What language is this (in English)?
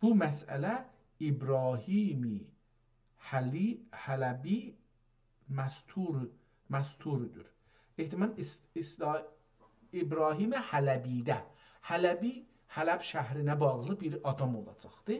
South Azerbaijani